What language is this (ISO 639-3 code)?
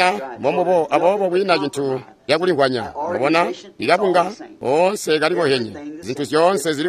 toi